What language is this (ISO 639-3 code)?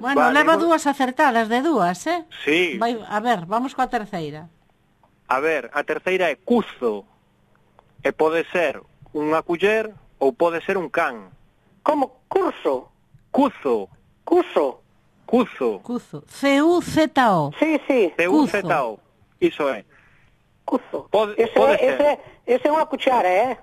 glg